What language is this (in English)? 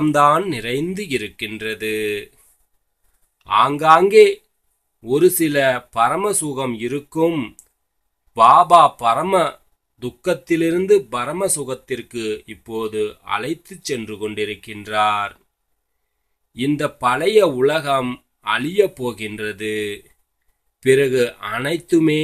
Tamil